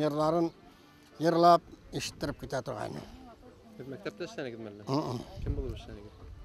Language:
Bashkir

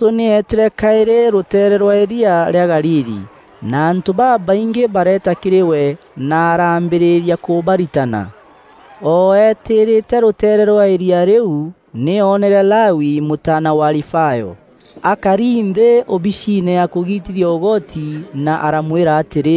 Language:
Meru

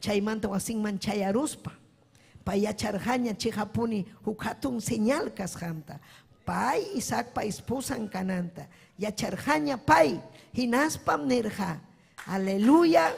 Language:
Ayacucho Quechua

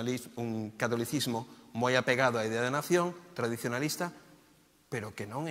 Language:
Galician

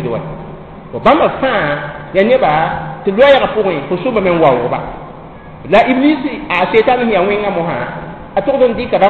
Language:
Mossi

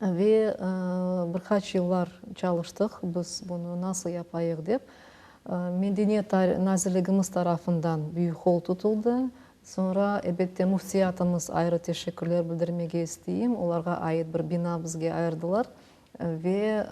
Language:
Crimean Tatar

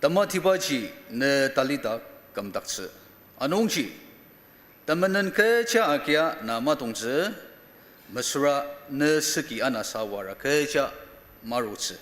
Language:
Ao Naga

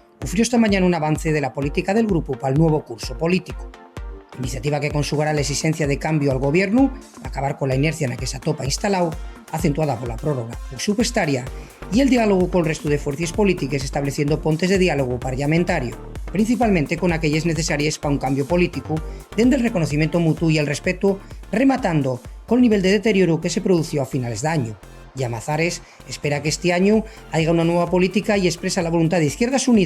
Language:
Asturian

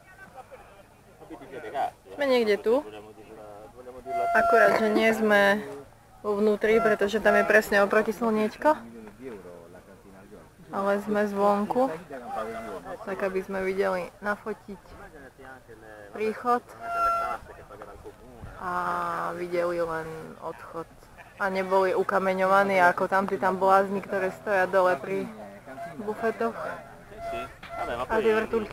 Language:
Slovak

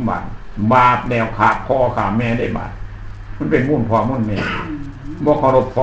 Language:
Northeastern Thai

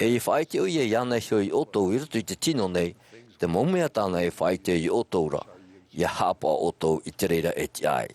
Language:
Tahitian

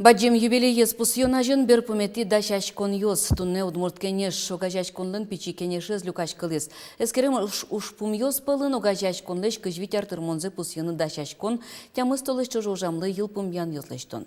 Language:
Udmurt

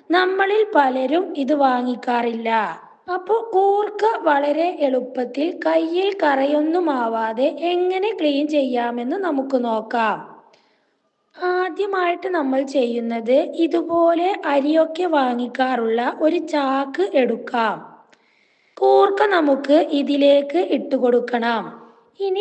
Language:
Malayalam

